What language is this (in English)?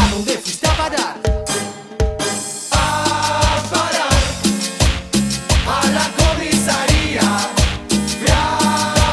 Spanish